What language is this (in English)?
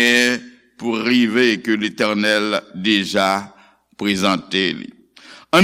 Haitian Creole